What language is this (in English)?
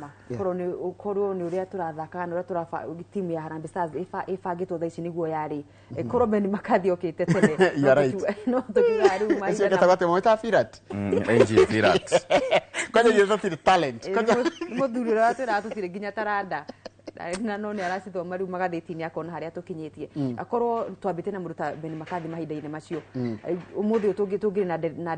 Kikuyu